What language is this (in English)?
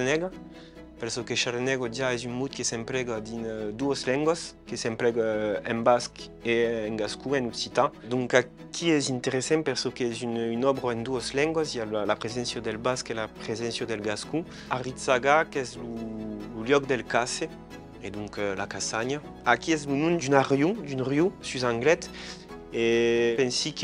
Occitan